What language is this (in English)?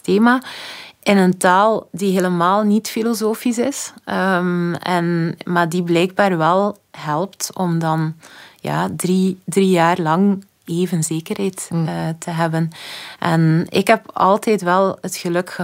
Dutch